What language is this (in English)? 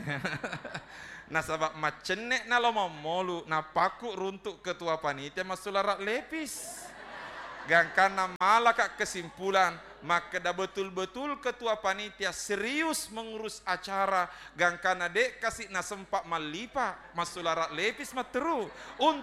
Buginese